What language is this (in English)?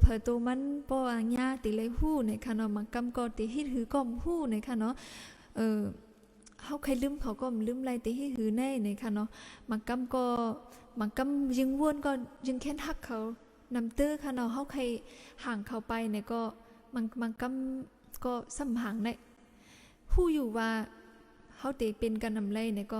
Shan